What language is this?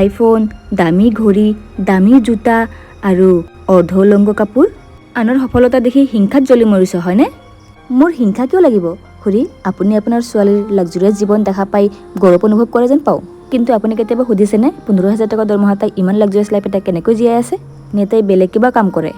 Assamese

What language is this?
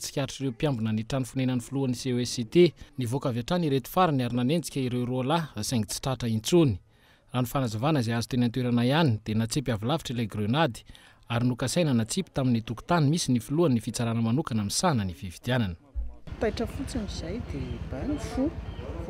Malagasy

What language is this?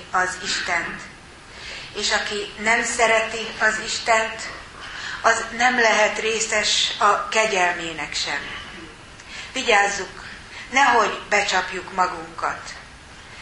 Hungarian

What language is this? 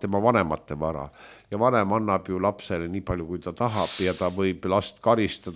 Estonian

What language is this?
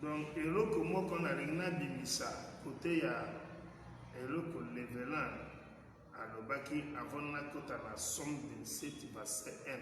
Lingala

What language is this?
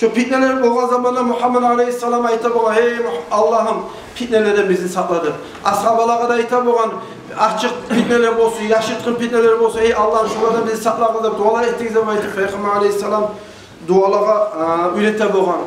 Kumyk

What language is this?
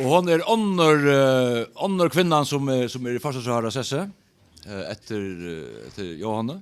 Faroese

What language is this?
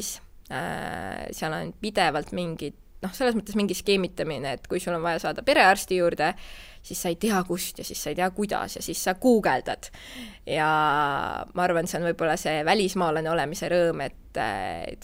Estonian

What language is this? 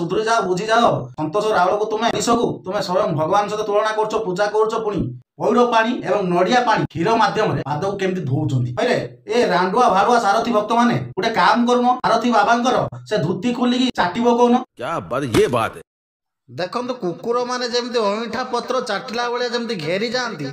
Odia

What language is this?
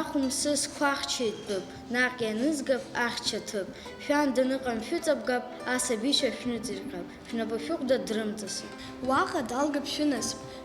Abkhazian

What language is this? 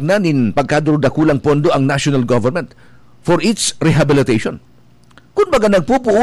Bikol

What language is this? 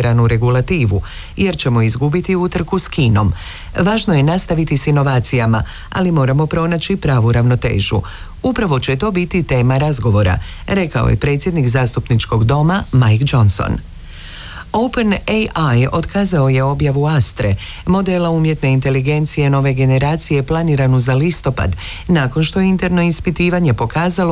Croatian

